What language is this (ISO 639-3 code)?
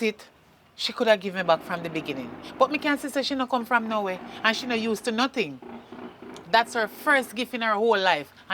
jam